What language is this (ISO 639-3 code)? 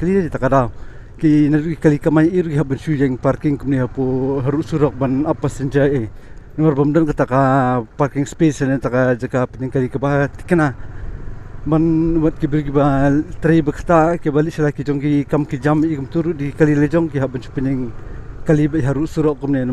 kha